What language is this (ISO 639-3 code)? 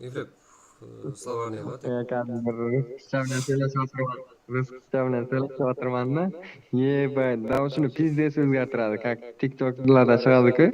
kaa